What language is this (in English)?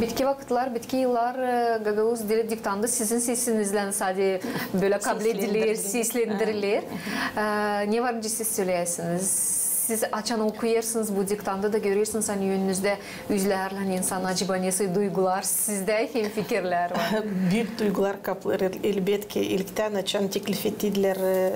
Gagauz